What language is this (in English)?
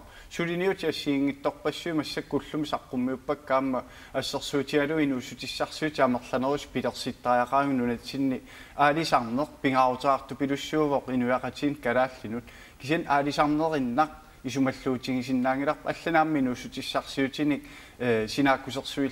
Kalaallisut